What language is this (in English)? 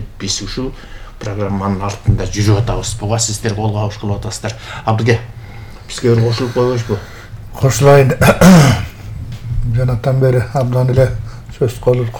Kyrgyz